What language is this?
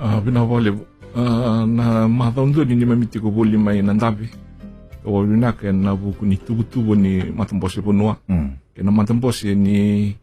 Fijian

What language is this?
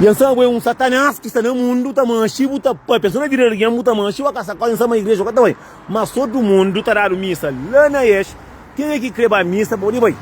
Kabuverdianu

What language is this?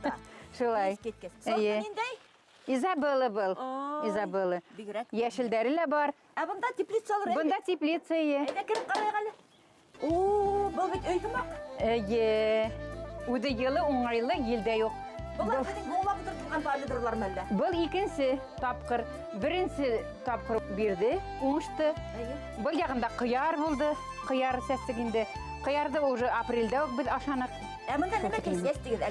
Bashkir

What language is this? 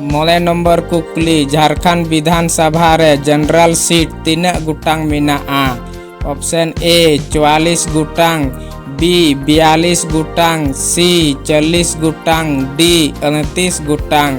Santali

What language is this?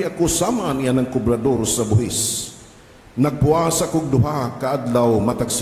Cebuano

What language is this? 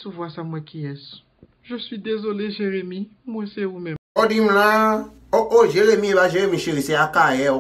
Haitian Creole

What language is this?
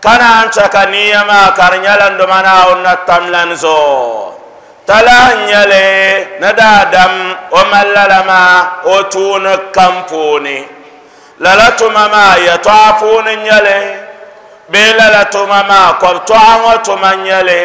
Dagbani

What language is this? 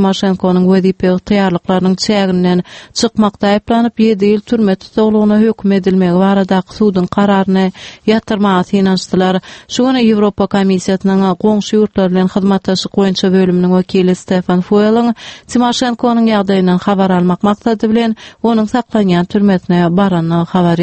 Turkmen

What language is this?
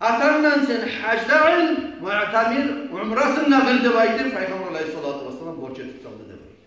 Kumyk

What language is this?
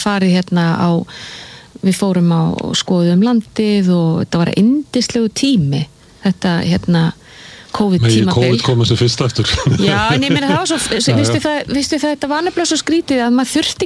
Icelandic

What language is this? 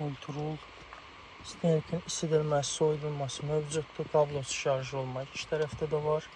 Azerbaijani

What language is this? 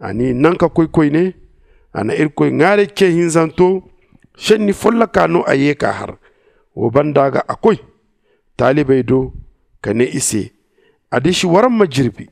Zarma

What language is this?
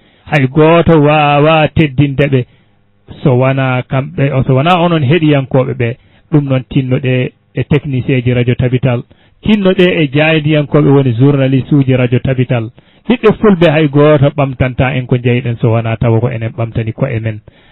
Fula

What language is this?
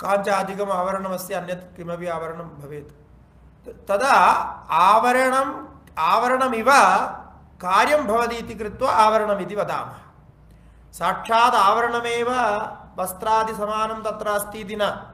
Sanskrit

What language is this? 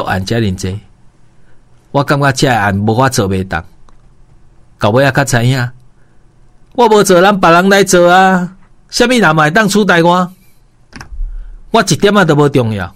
Min Nan Chinese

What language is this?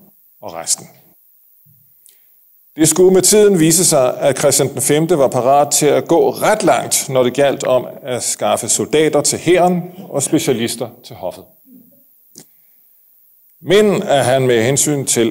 Danish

